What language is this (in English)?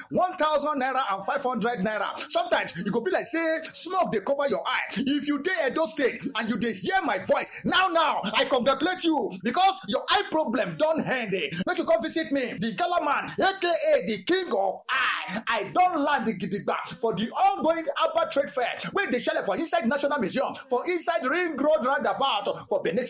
Nigerian Pidgin